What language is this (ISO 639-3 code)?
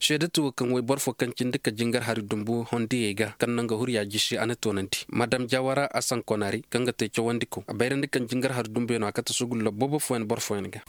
ses